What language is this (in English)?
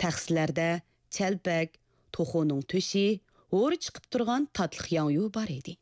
Uyghur